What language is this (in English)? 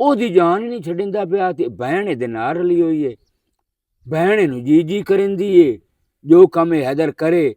Western Panjabi